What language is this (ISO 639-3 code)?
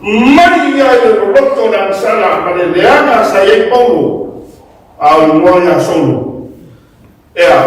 smo